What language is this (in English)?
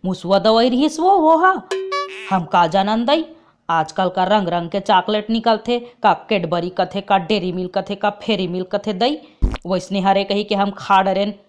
Chhattisgarhi